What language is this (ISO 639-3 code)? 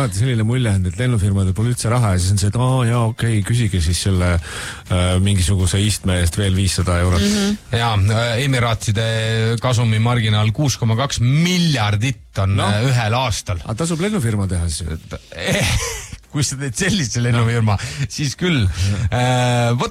est